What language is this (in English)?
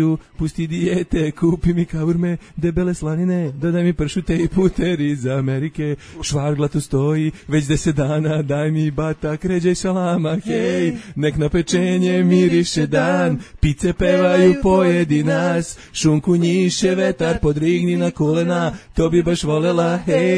Serbian